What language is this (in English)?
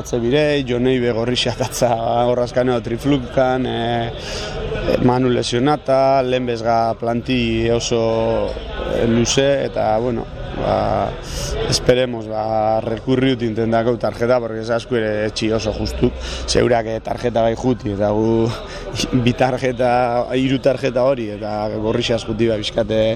Basque